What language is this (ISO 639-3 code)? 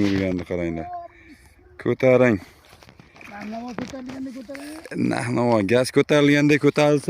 uzb